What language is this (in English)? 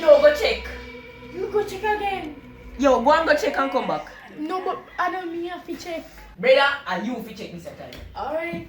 Jamaican Creole English